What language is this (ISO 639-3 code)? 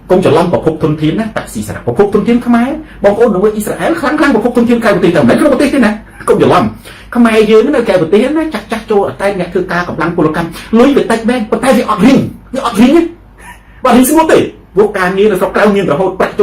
khm